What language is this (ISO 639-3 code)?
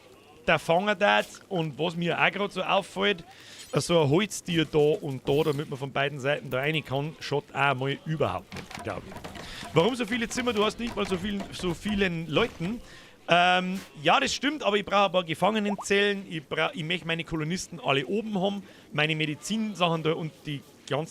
bar